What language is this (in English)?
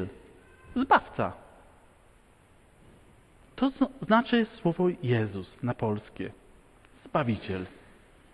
Polish